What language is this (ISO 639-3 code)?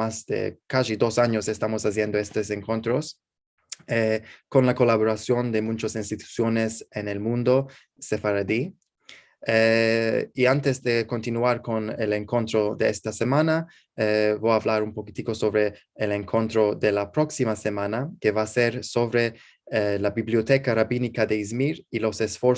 lad